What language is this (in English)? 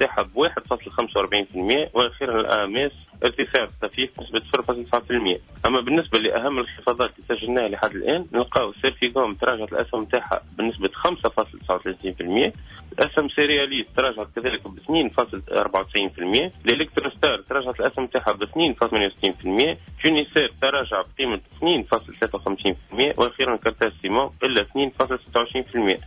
Tunisian Arabic